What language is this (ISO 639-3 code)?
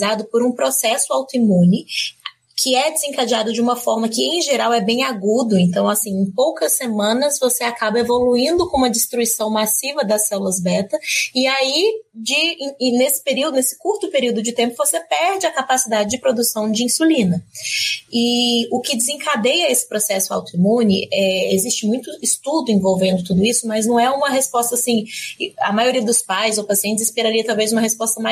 por